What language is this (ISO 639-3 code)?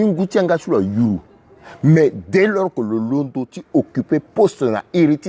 sag